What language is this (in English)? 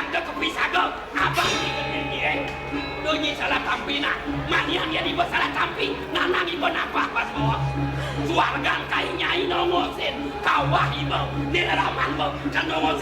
Balinese